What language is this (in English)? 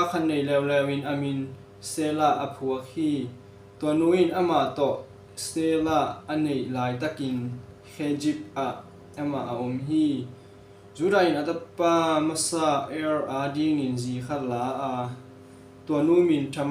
Tedim Chin